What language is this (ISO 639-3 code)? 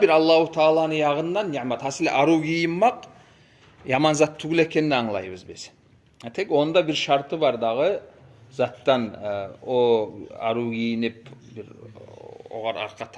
kum